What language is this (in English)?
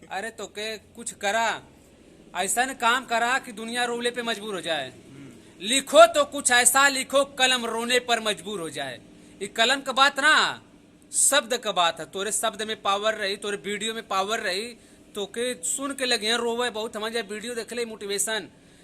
Bhojpuri